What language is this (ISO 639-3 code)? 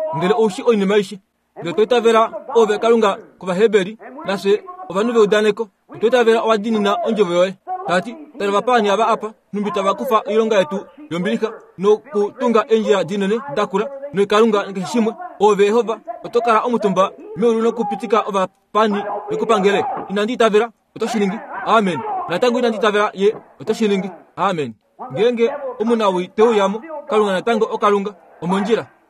kua